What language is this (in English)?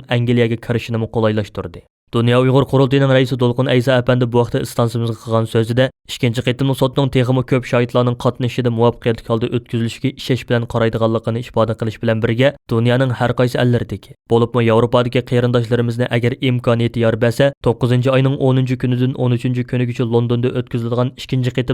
Uyghur